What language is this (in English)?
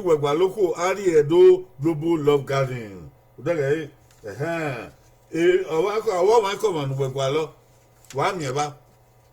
Bini